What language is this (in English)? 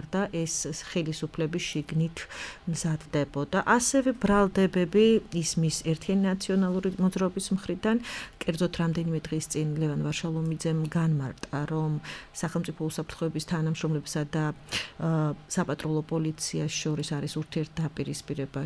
Georgian